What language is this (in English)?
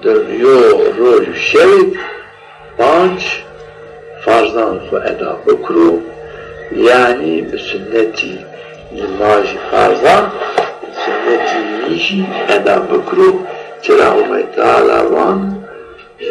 Zaza